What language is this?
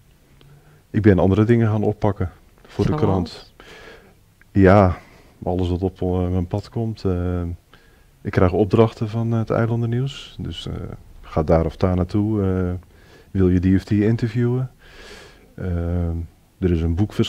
Dutch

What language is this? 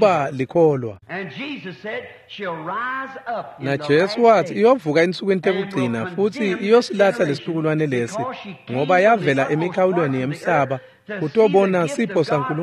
Swati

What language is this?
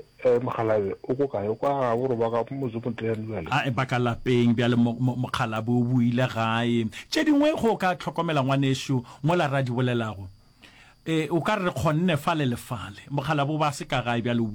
Northern Sotho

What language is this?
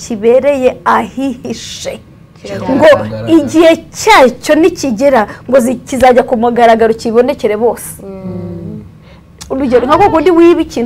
Kinyarwanda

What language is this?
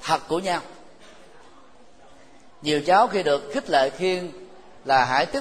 Vietnamese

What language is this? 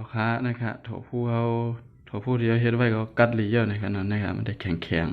Shan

